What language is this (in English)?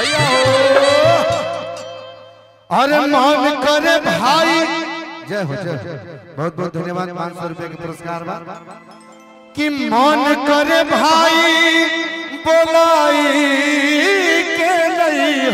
Bhojpuri